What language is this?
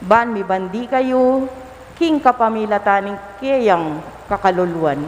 Pampanga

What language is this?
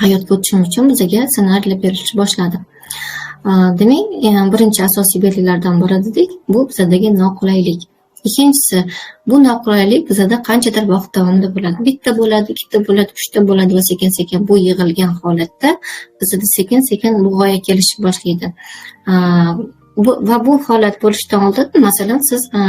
Uzbek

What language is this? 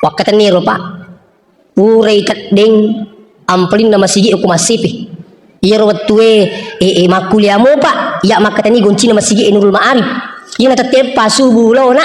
Buginese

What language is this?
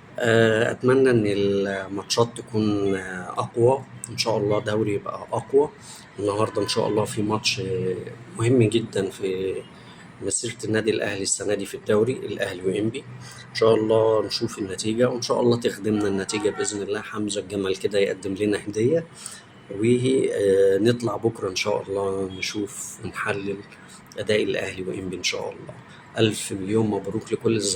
Egyptian Arabic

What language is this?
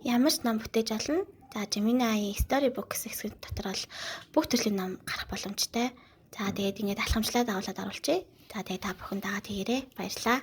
Mongolian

